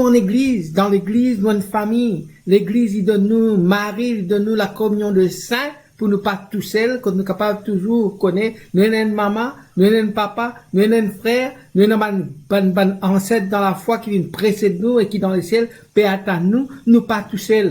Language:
Morisyen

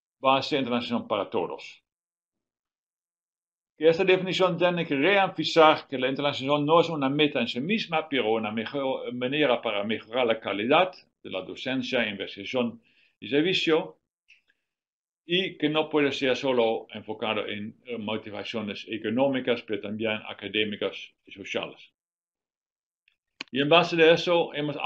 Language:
Spanish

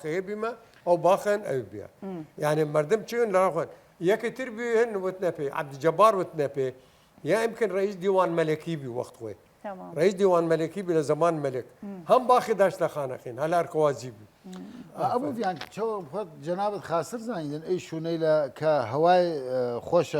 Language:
Southern Kurdish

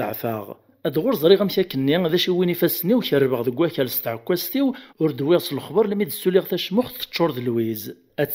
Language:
Kabyle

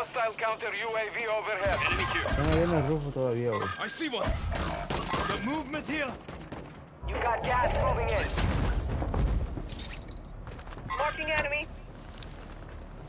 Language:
Spanish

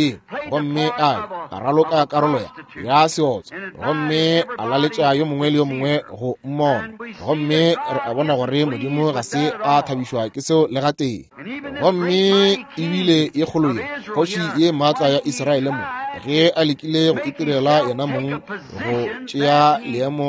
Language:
Northern Sotho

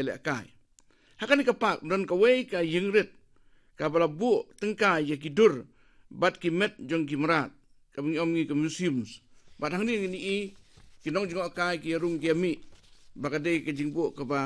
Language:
Khasi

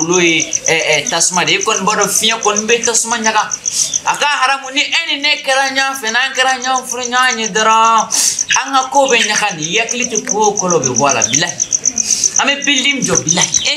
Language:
Bambara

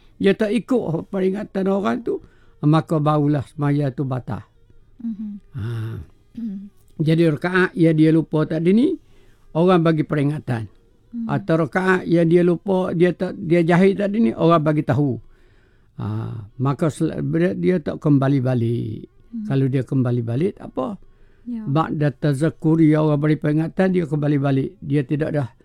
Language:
Malay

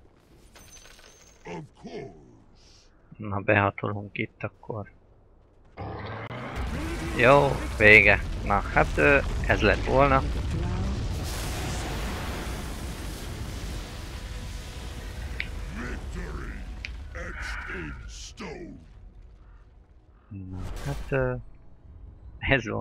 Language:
Hungarian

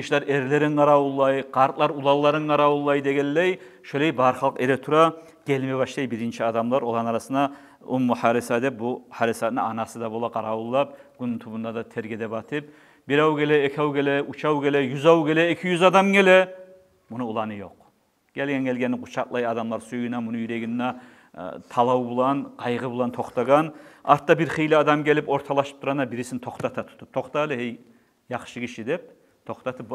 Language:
Kumyk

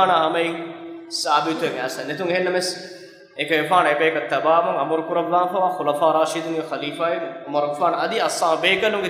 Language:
Divehi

